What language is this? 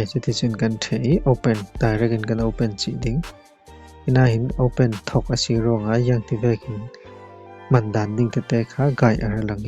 Falam Chin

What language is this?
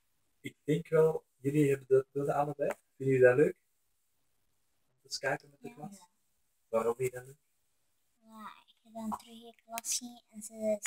Dutch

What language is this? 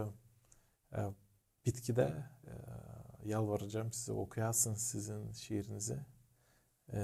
Gagauz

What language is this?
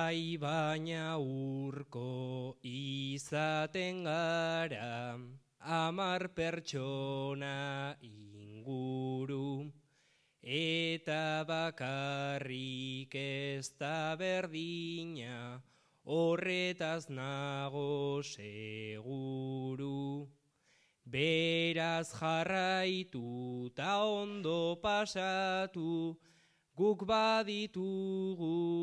Basque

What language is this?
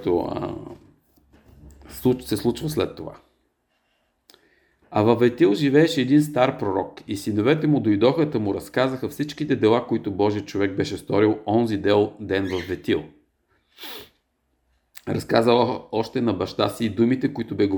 Bulgarian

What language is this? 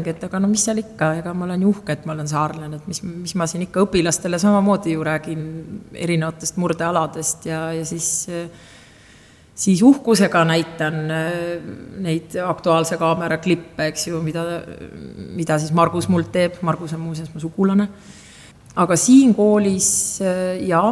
Estonian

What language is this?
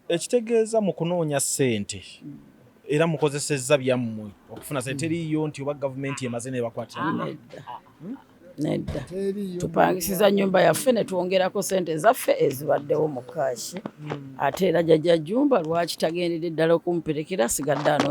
Ganda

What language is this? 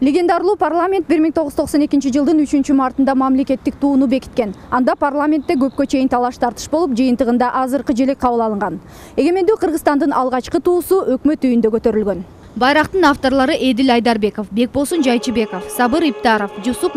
Kyrgyz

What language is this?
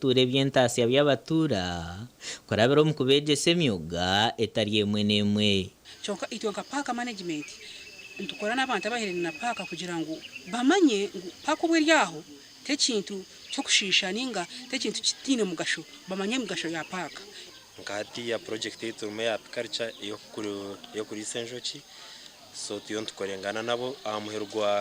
Nyankole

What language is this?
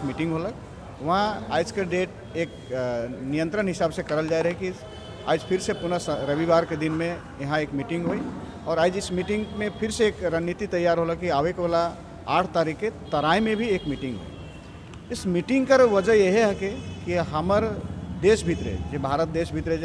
Sadri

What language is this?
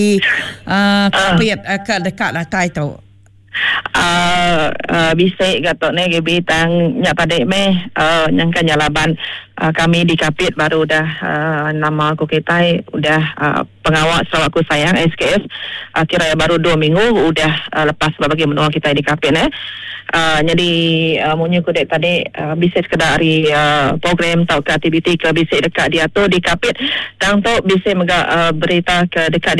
Iban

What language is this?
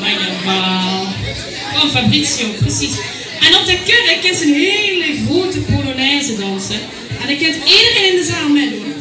Limburgish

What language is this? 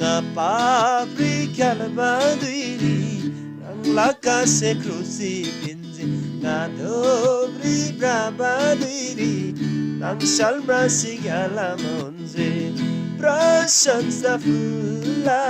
Eastern Tamang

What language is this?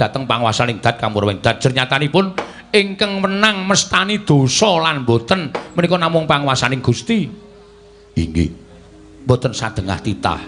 Javanese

